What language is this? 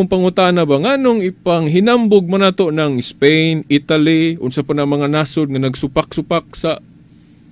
Cebuano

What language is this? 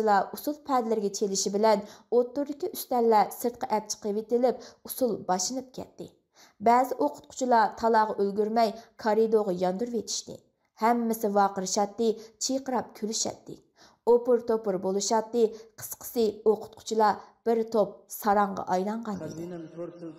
Uyghur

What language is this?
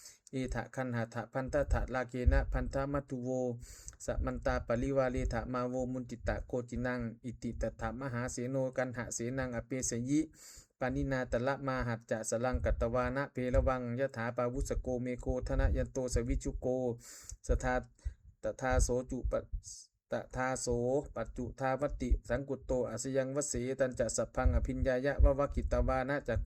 Pali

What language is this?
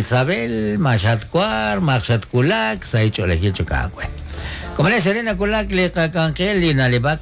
Kekchí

